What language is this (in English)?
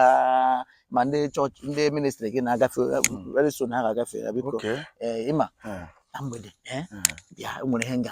Igbo